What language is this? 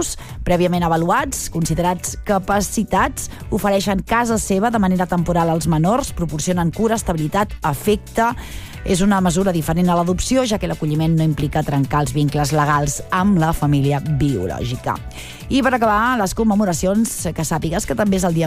Catalan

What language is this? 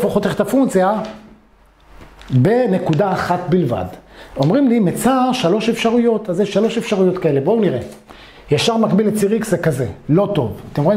Hebrew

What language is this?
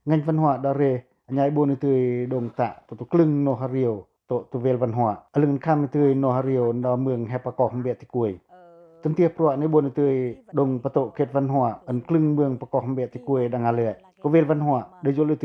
Pacoh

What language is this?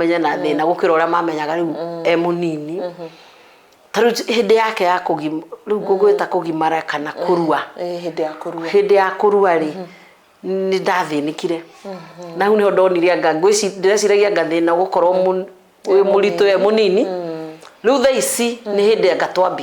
Kikuyu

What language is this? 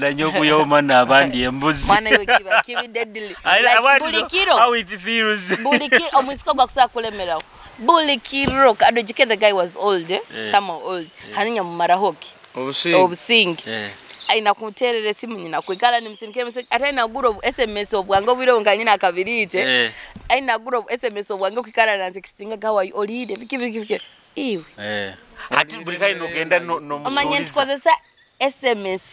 Nyoro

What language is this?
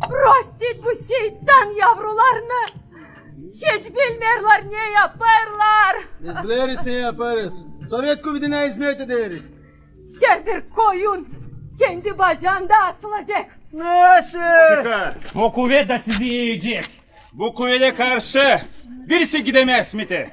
Gagauz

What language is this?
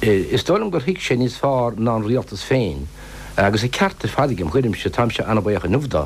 Irish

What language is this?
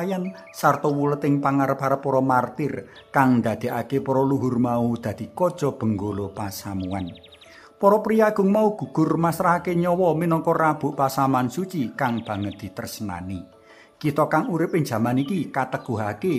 Javanese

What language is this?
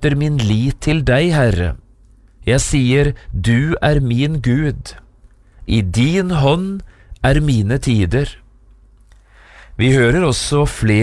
Norwegian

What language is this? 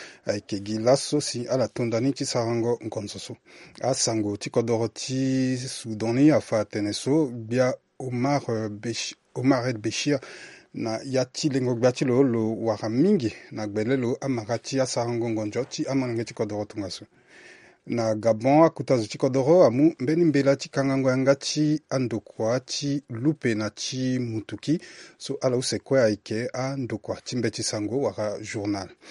Sango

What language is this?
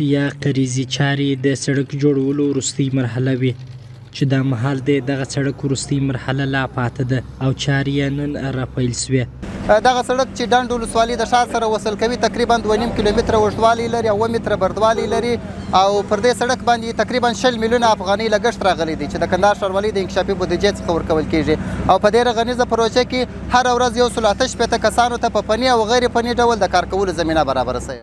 Pashto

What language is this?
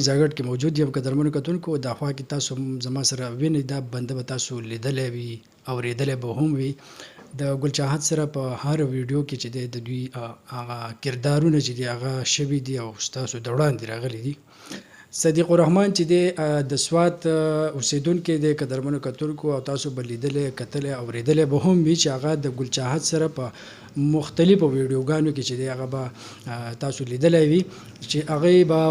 Pashto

